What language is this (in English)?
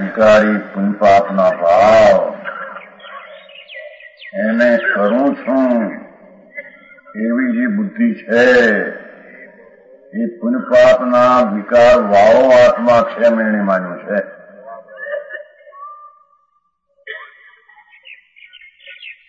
Gujarati